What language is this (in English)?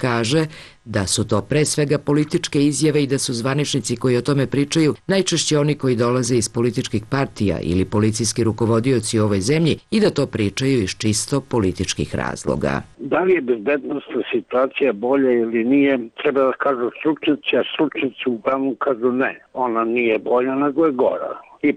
Serbian